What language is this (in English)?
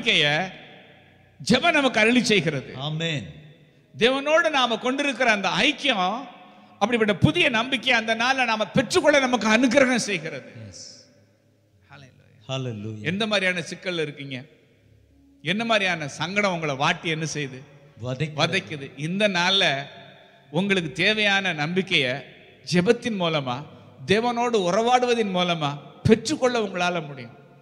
Tamil